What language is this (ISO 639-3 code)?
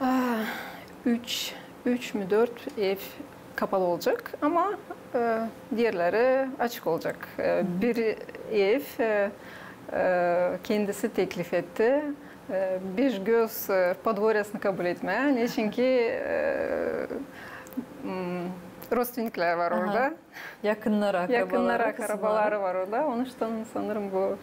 gag